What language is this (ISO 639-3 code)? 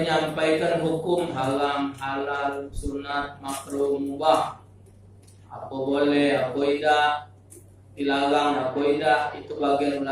mui